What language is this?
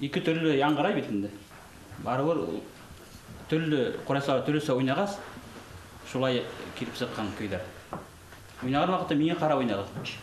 Bashkir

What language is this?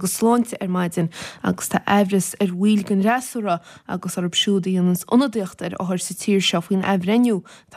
Irish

